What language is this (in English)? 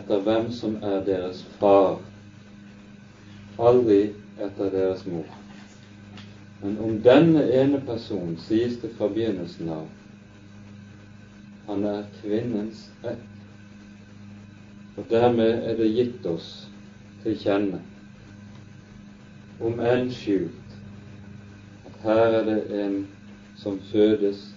Norwegian